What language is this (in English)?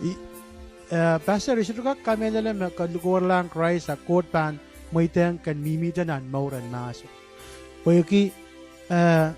Pohnpeian